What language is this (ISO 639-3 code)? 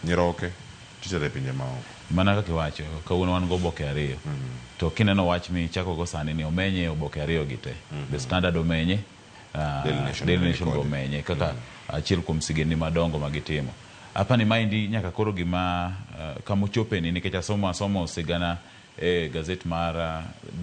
luo